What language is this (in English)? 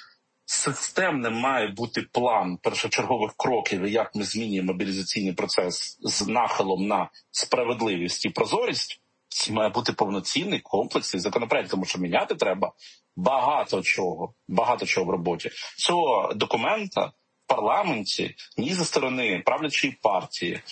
Ukrainian